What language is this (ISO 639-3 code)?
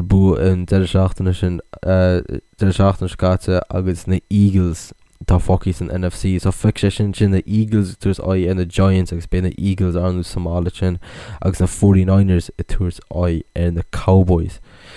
gle